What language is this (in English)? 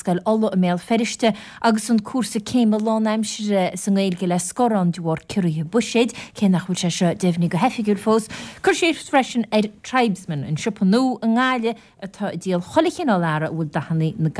Irish